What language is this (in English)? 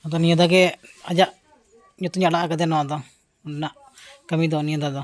Santali